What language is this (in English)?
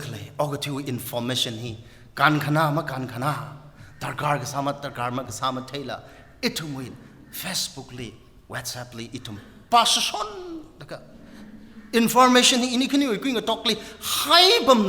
Tangkhul Naga (India)